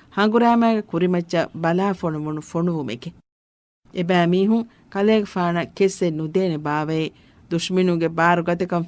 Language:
Divehi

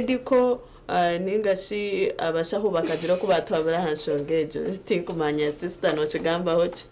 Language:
Nyankole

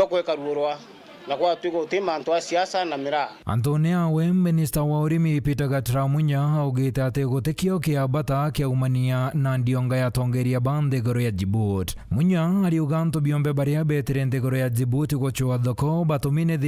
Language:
Meru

